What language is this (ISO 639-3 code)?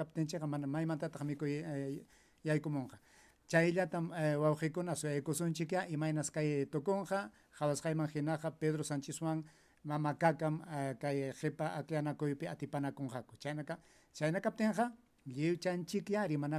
quy